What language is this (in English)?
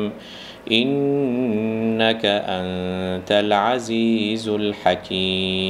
Bangla